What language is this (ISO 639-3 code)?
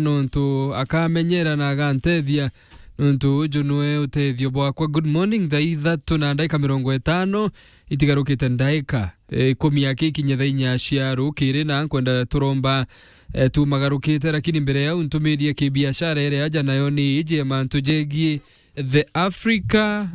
mer